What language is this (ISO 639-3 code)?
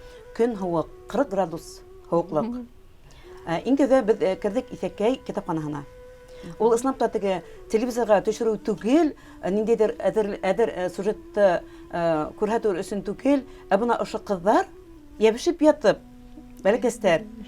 bak